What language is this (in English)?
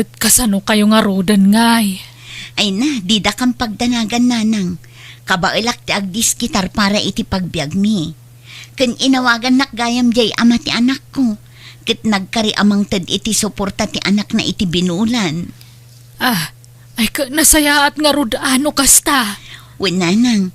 Iloko